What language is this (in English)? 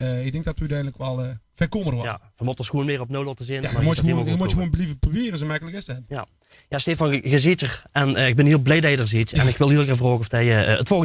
Limburgish